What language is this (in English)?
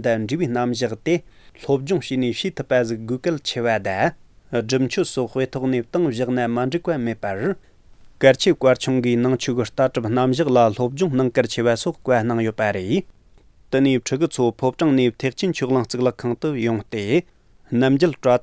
Tibetan